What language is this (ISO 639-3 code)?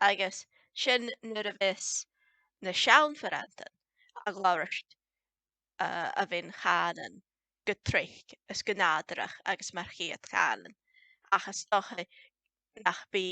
gla